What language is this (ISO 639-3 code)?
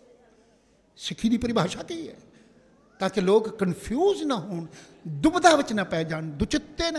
pan